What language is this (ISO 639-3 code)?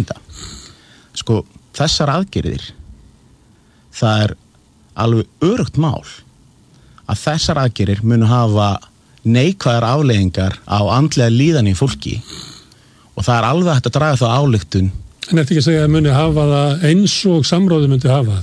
isl